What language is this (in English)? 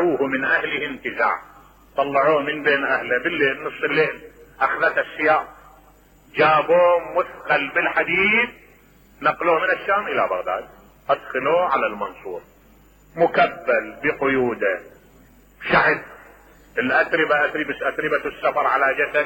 Mesopotamian Arabic